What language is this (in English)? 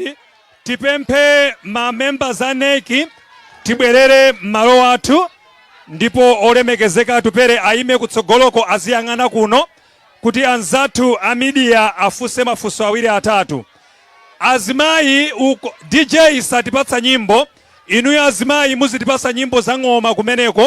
Nyanja